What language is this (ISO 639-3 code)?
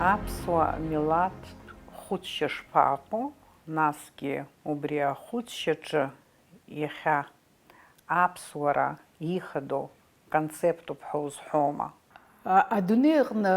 abk